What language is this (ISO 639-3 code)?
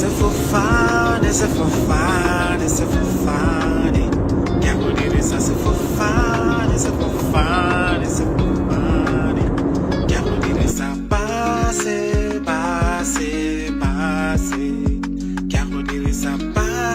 tsn